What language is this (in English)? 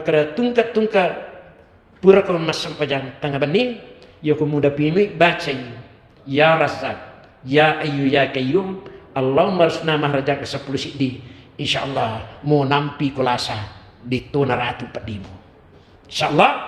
Buginese